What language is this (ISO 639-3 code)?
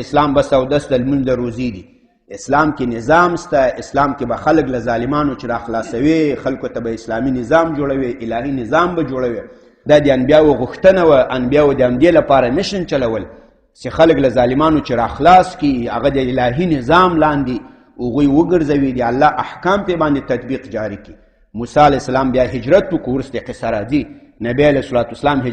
pus